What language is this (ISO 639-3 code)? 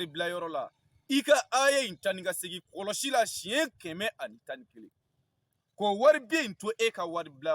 bam